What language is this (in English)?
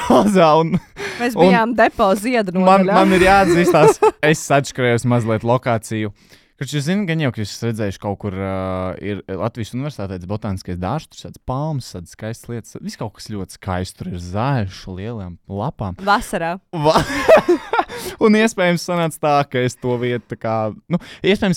Latvian